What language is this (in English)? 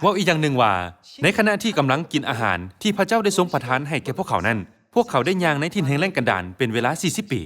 Lao